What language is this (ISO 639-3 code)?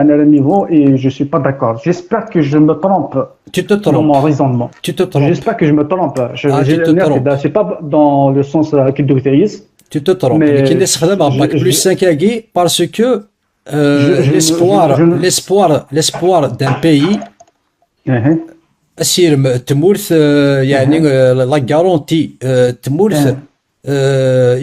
kab